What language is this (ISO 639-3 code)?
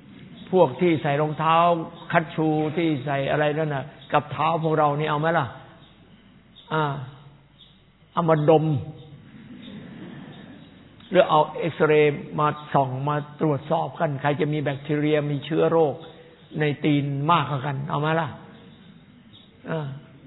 tha